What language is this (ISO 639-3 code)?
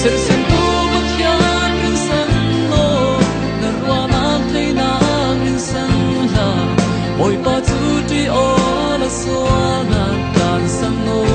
cfm